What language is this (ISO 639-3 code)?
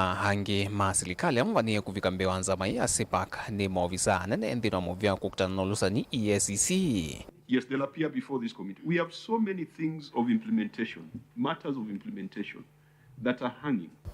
kam